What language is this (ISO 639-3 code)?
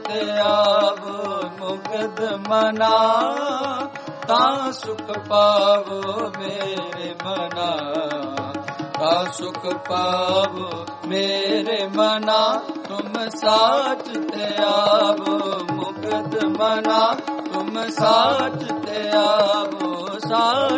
pan